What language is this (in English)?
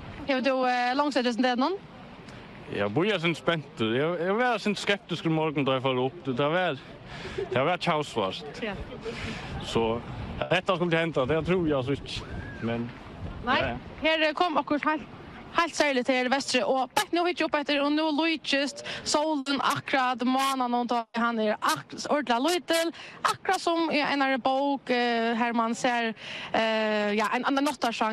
Faroese